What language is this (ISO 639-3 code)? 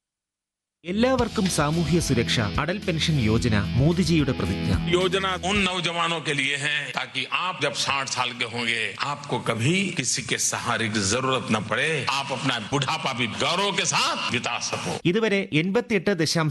mal